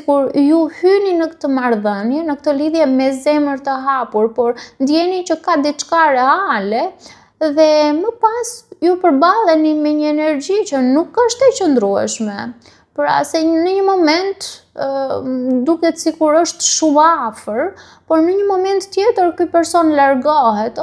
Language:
Albanian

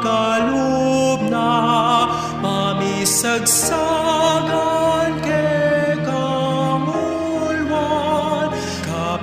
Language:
Pampanga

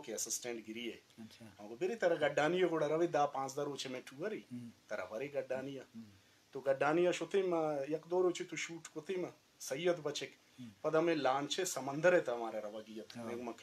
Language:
Eastern Balochi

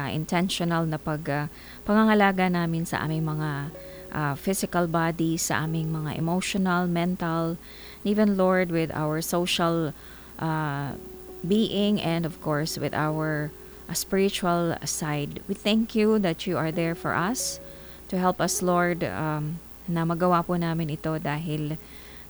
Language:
Filipino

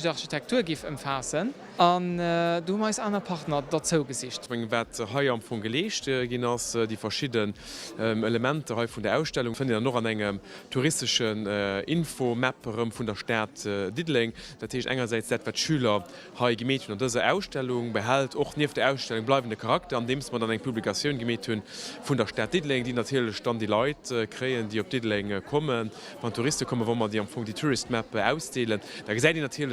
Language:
Luxembourgish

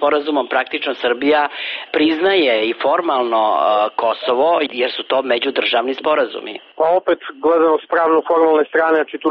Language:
Serbian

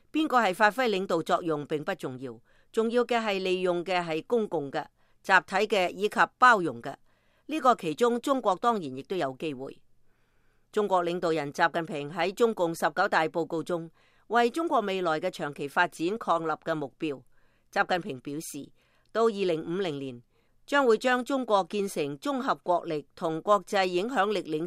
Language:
Cantonese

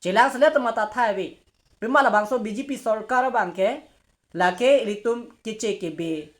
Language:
Karbi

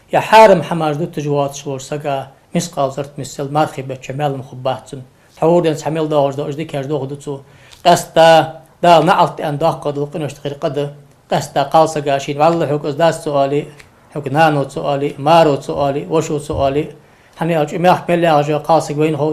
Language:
Ingush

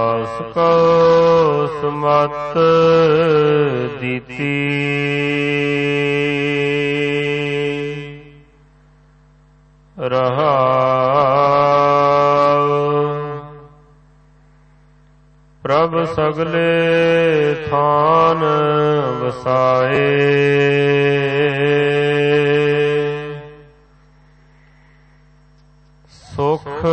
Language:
Punjabi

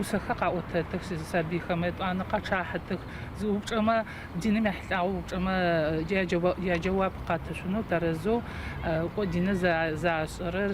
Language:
Adyghe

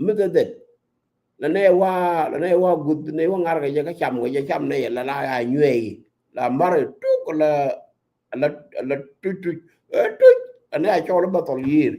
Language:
Nuer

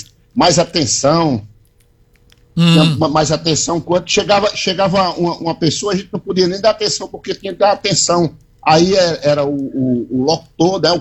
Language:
Portuguese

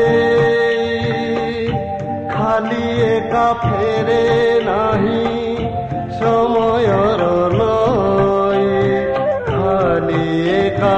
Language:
Odia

